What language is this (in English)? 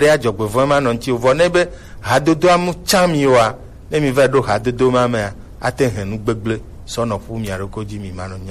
Gen